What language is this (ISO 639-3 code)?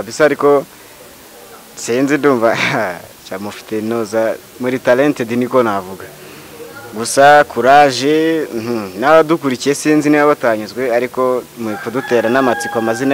kin